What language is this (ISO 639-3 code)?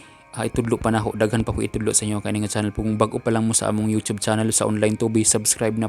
ceb